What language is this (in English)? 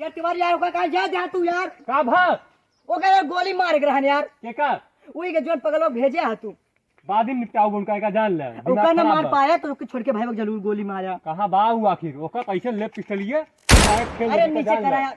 Awadhi